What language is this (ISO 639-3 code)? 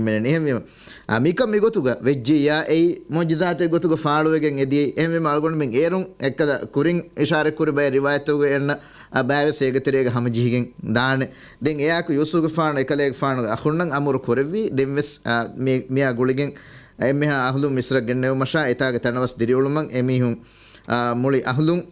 div